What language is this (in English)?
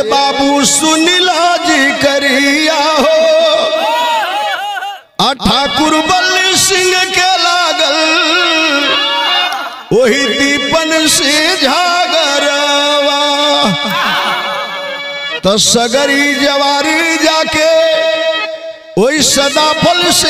Bhojpuri